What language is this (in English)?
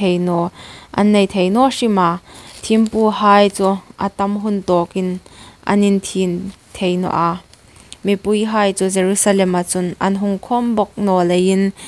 Hmar